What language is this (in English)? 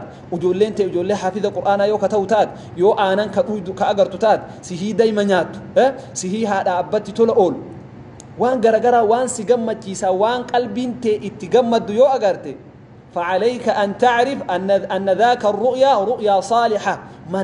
Oromo